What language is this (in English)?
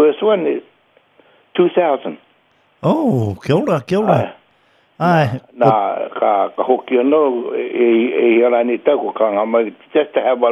Māori